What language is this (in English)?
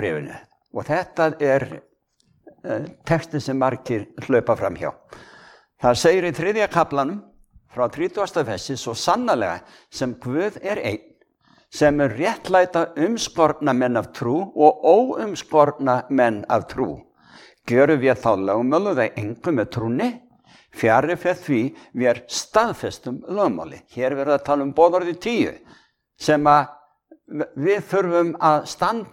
Icelandic